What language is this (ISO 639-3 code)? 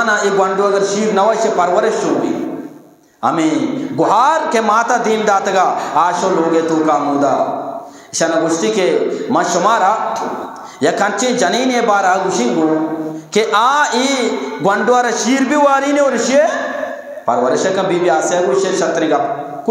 bgp